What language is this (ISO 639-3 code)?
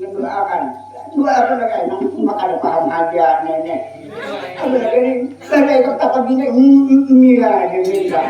bjn